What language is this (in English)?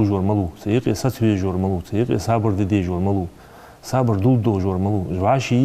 Ingush